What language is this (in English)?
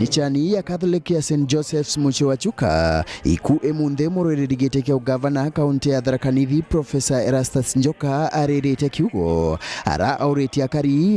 Meru